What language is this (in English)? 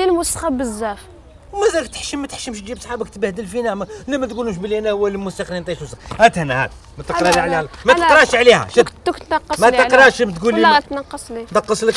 Algerian Arabic